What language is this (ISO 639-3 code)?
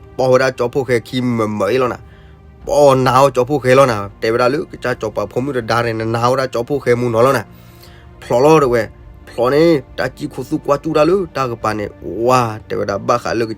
ksw